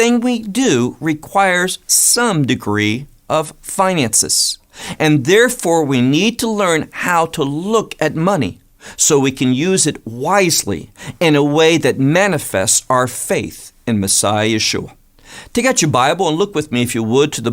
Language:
English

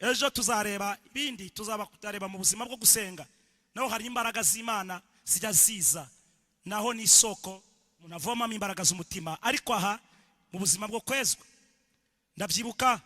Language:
Kinyarwanda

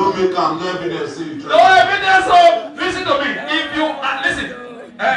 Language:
Nigerian Pidgin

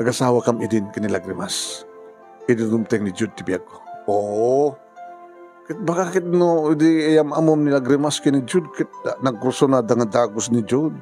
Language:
Iloko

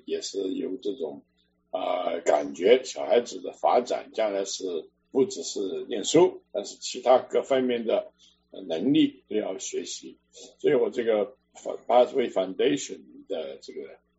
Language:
Chinese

